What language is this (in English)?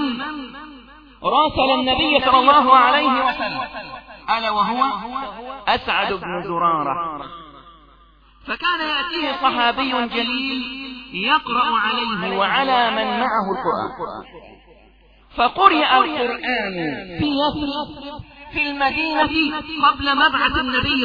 Arabic